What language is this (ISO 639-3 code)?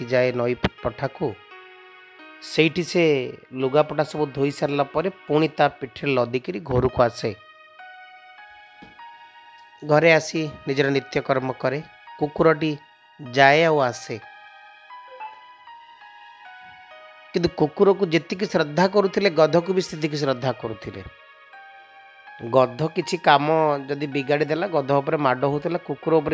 ori